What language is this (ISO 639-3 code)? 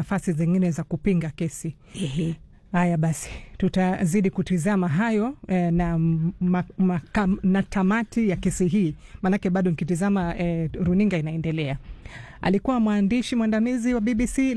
swa